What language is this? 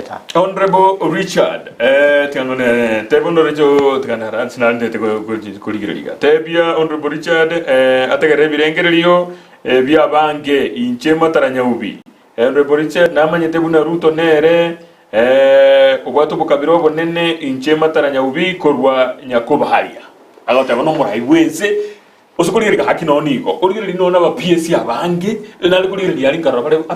Gusii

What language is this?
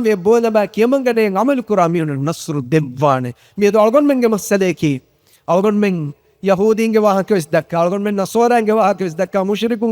Divehi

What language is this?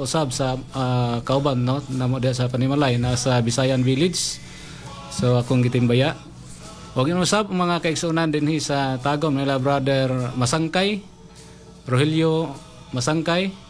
Cebuano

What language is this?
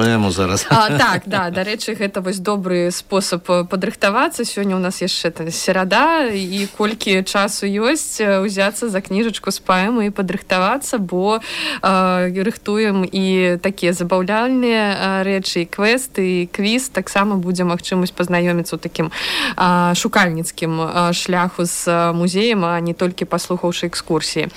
Belarusian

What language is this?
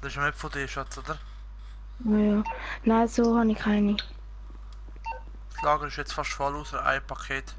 Swiss German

